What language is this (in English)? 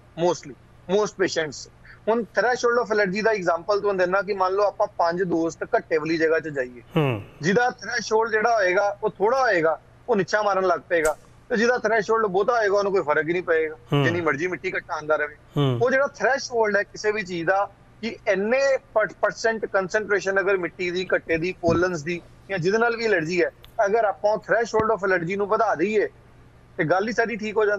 Punjabi